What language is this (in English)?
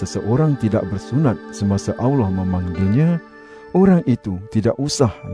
Malay